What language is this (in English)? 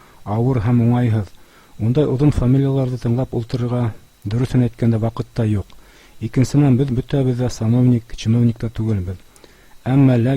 Bashkir